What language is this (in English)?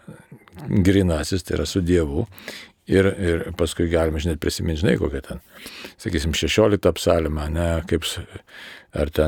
Lithuanian